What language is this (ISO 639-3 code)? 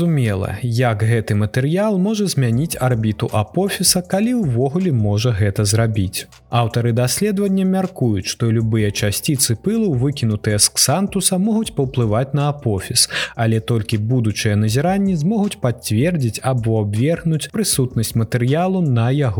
bel